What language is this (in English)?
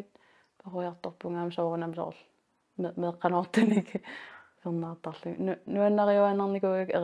Kalaallisut